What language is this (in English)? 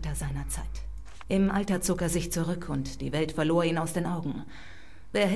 Swiss German